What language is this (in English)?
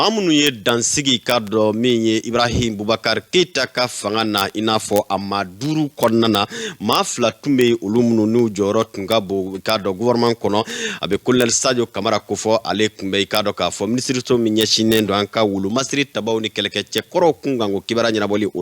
Bambara